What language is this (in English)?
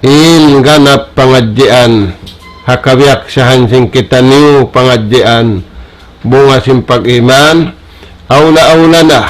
Tausug